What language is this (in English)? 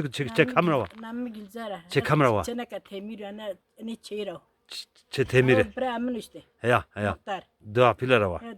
Zaza